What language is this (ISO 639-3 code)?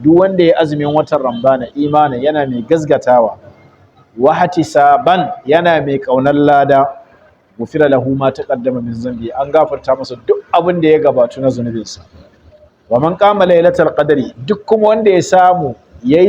hau